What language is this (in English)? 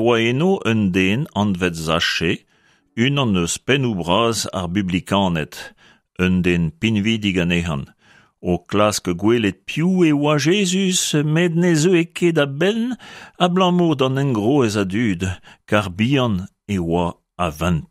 Breton